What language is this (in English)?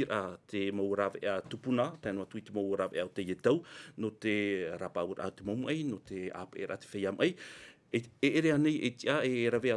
Tahitian